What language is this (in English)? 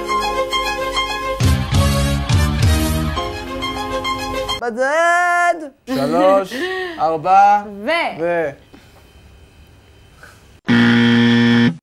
Hebrew